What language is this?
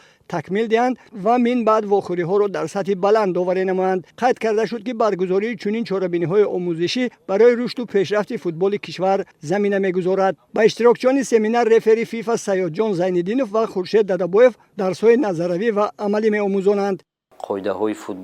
Tajik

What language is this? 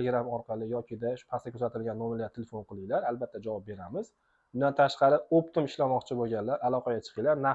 Uzbek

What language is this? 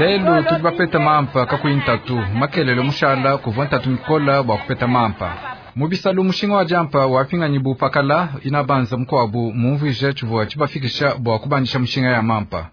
Luba-Lulua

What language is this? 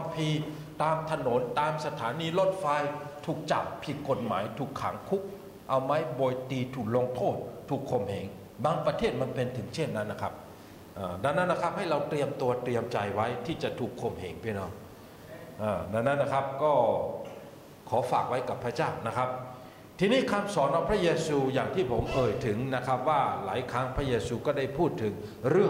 Thai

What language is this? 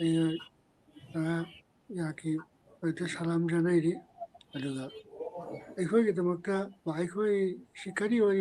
Manipuri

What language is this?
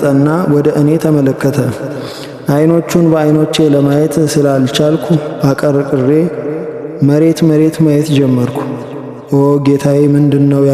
Amharic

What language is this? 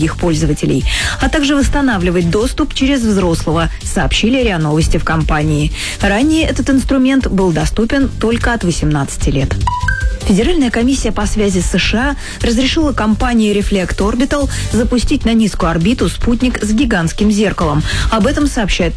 Russian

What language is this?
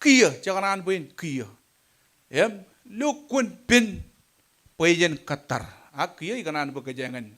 Marshallese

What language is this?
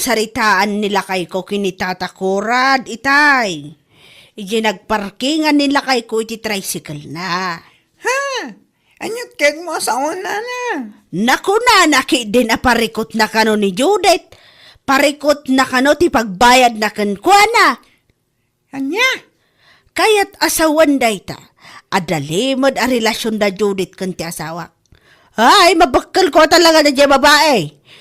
Iloko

